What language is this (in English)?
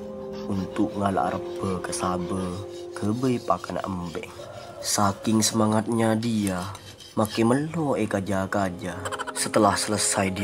Madurese